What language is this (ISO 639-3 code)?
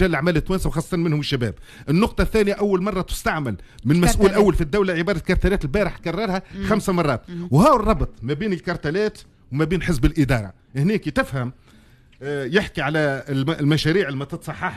aeb